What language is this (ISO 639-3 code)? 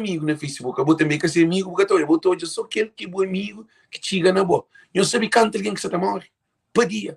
kea